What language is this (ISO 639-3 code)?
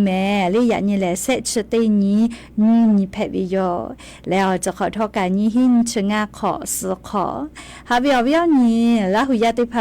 lhu